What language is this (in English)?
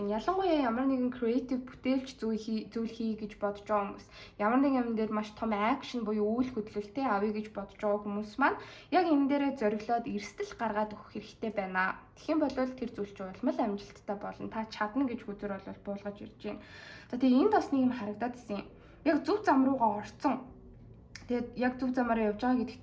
Mongolian